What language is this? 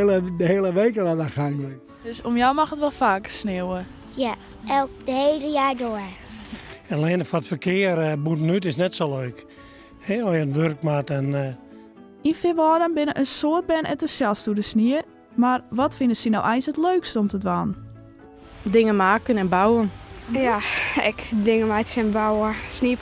Western Frisian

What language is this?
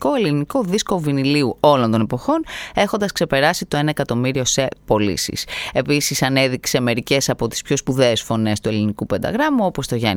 Greek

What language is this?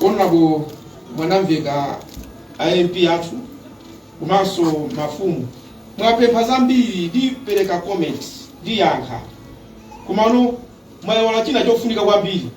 Nyanja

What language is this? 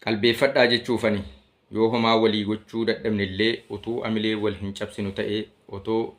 Oromo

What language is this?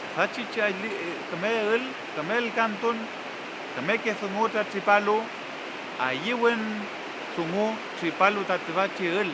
Mapuche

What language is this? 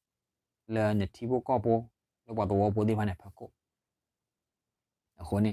S'gaw Karen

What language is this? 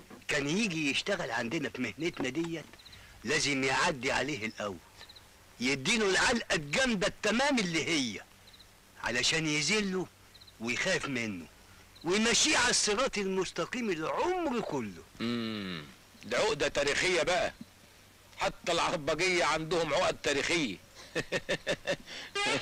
Egyptian Arabic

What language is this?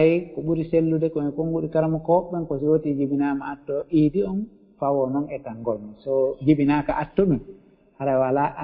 Fula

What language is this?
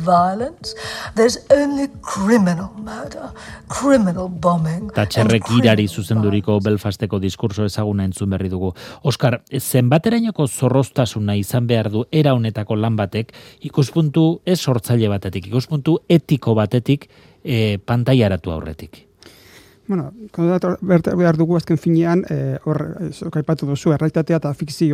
Basque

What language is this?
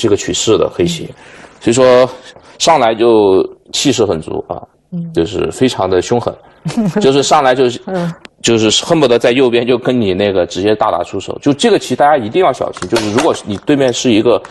Chinese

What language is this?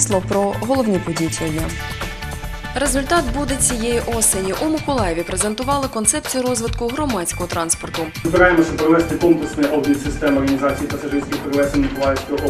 Ukrainian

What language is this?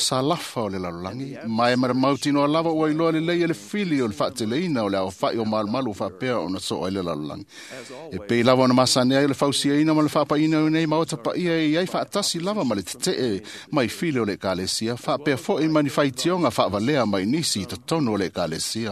Samoan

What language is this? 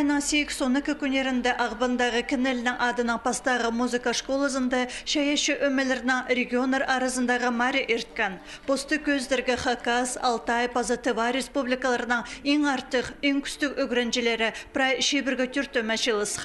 Khakas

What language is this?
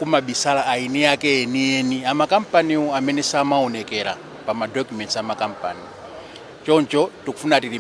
Nyanja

